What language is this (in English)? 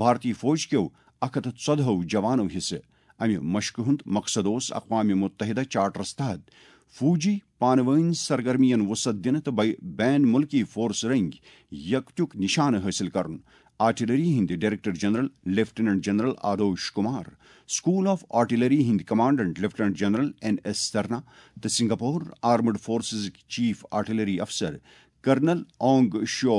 Kashmiri